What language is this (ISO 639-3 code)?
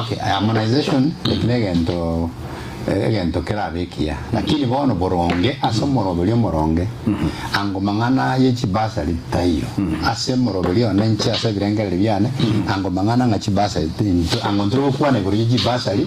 guz